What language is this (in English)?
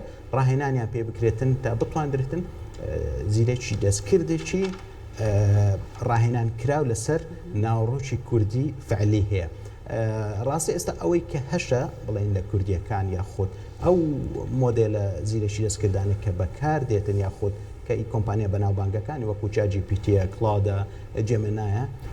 Central Kurdish